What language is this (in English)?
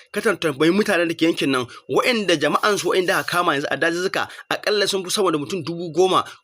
Hausa